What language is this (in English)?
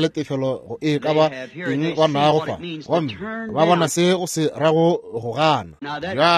Northern Sotho